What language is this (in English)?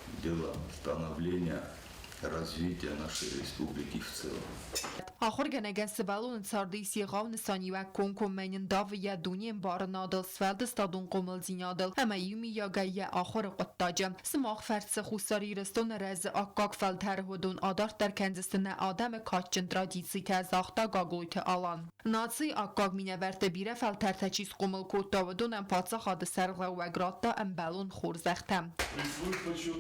Ossetic